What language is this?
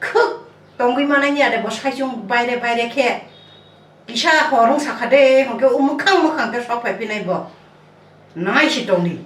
Kok Borok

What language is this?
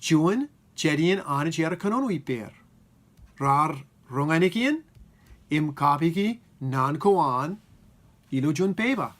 Marshallese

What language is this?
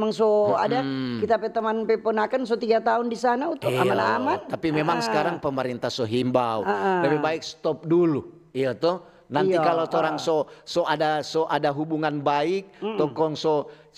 Manado Malay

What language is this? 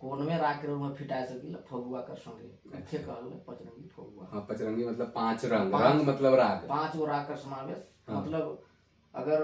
Sadri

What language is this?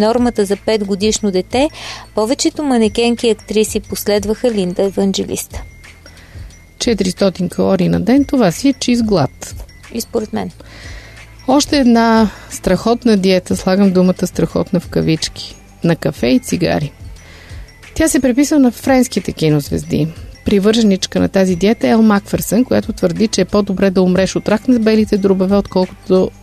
Bulgarian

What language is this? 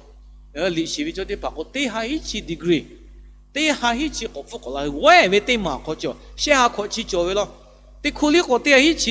Lahu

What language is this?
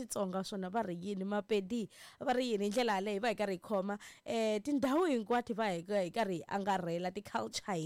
Tsonga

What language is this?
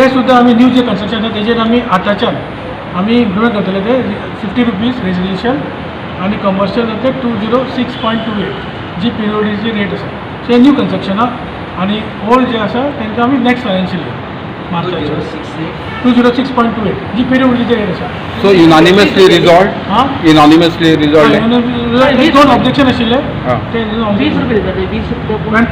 Konkani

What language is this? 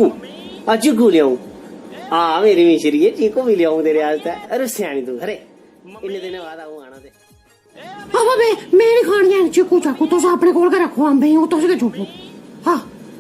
Dogri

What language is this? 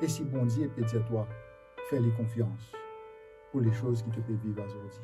Morisyen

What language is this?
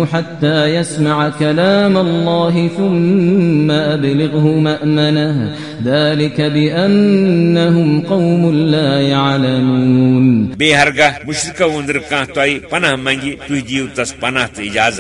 Kashmiri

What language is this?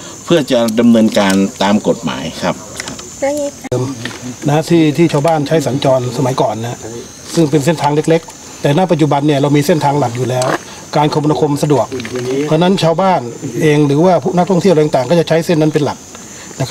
Thai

